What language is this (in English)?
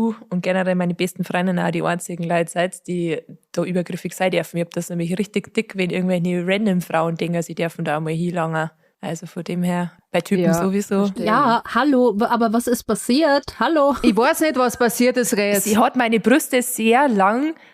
Bavarian